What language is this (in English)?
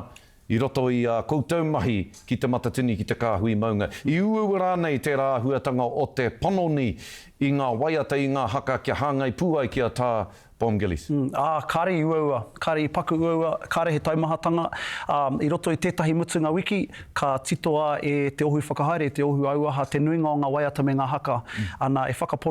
Māori